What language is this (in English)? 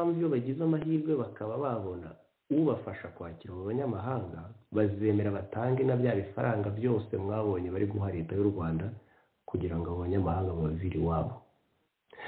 Kinyarwanda